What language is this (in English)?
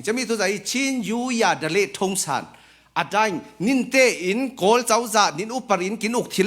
Falam Chin